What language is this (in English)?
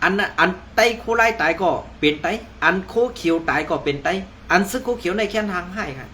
Shan